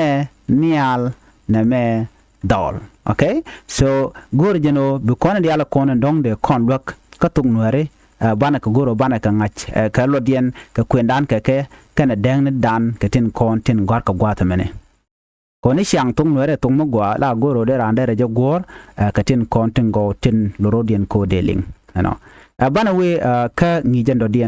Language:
Nuer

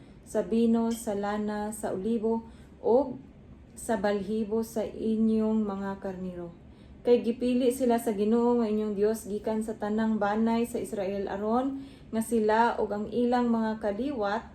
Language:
Cebuano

